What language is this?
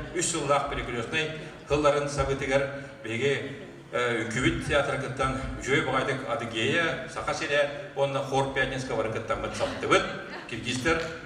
Yakut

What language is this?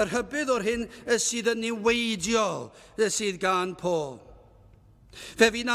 Welsh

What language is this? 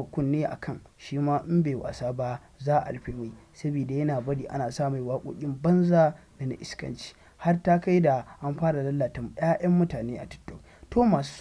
Hausa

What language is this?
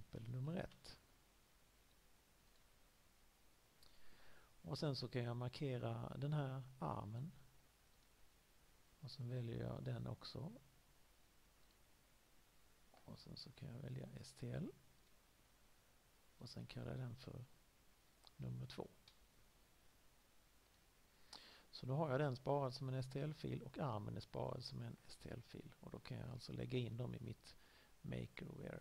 Swedish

